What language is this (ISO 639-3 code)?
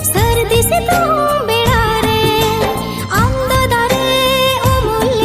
sat